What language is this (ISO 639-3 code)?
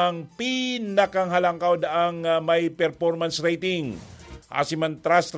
bik